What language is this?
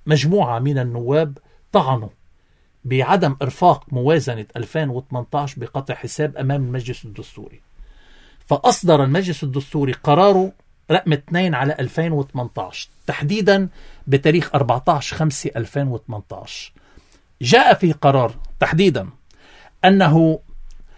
Arabic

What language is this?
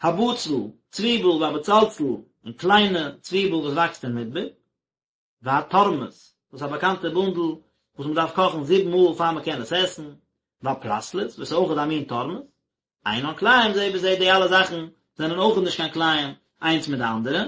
Yiddish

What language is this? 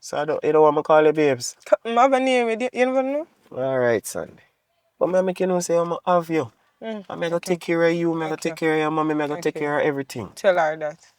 Jamaican Creole English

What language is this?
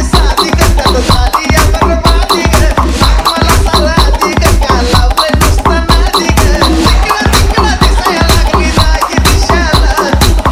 Marathi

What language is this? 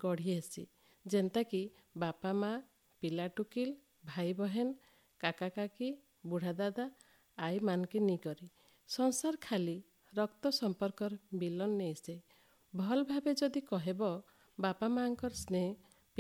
Odia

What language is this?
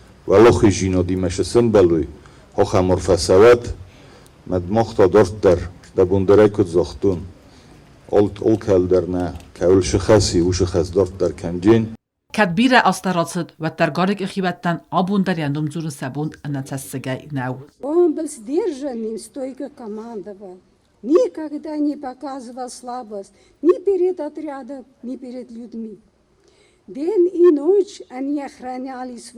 Ossetic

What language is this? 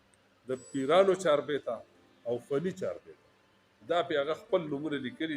Pashto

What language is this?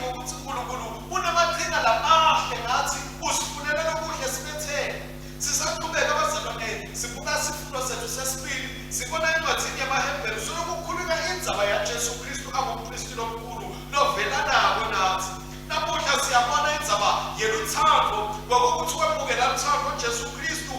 Swati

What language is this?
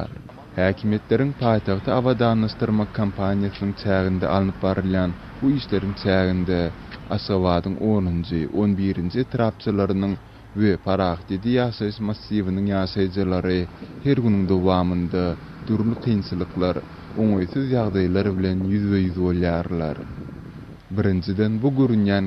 Turkmen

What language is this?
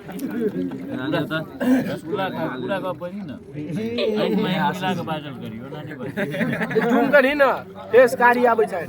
Maithili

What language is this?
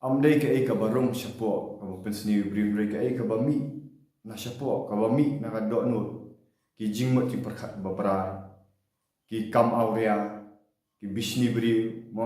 Khasi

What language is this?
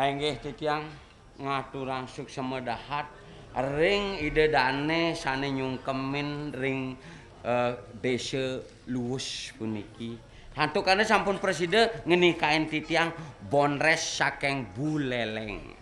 Balinese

